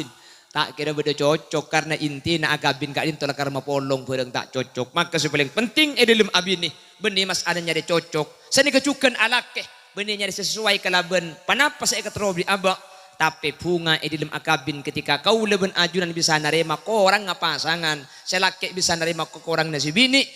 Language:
Madurese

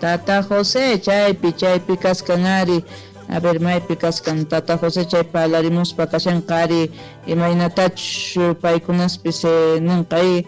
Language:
South Bolivian Quechua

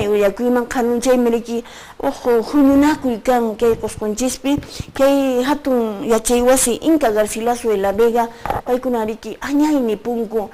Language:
Quechua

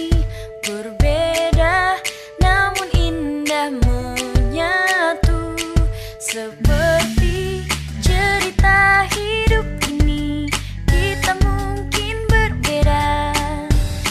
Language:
Indonesian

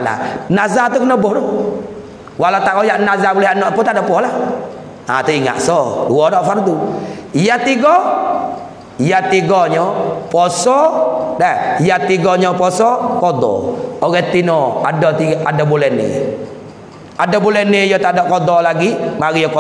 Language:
Pattani Malay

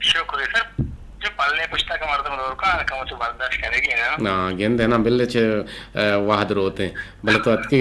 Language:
Eastern Balochi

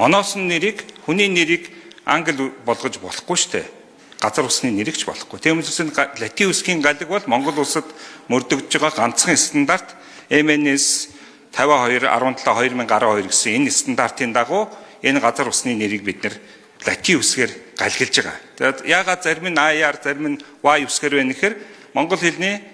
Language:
Mongolian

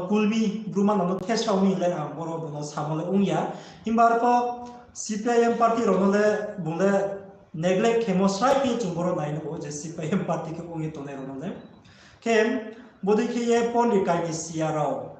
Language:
Riang (India)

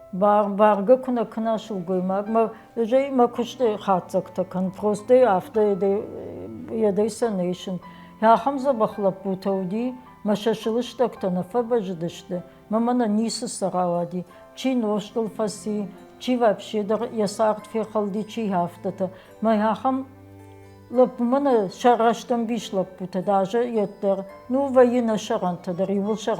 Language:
Ossetic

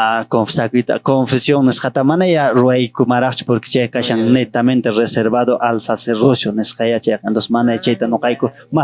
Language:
Quechua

